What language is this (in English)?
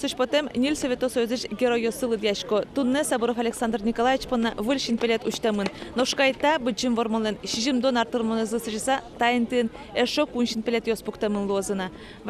Udmurt